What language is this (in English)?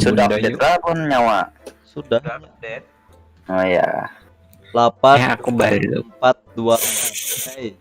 Banjar